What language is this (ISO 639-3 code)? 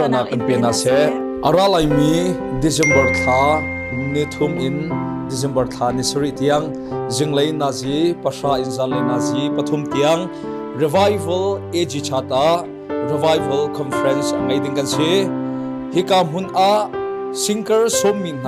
cnh